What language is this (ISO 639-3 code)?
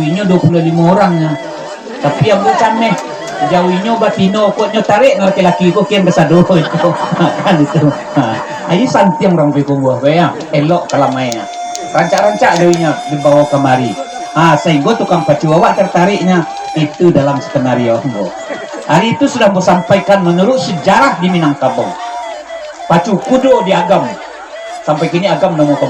min